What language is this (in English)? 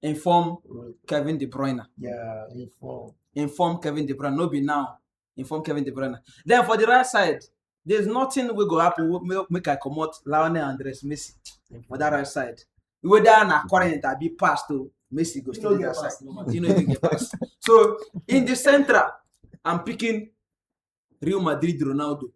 Nigerian Pidgin